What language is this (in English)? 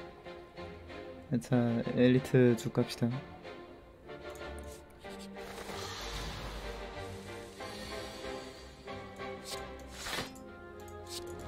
Korean